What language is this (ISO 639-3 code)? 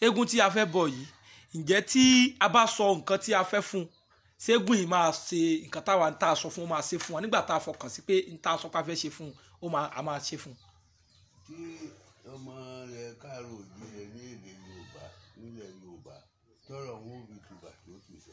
yor